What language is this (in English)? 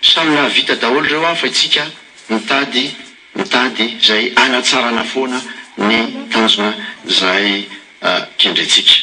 Malagasy